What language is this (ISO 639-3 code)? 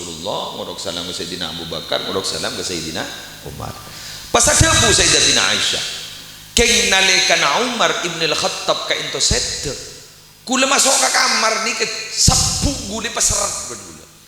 mad